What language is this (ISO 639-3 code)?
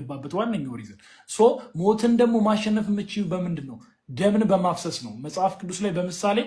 amh